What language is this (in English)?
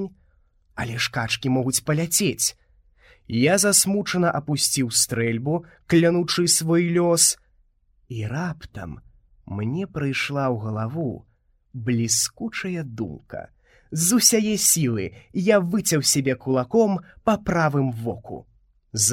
Belarusian